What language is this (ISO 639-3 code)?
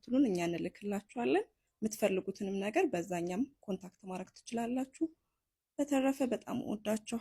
amh